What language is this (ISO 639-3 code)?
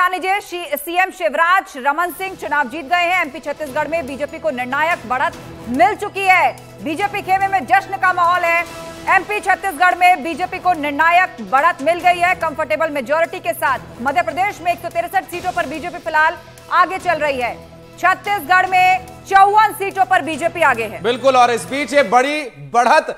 hin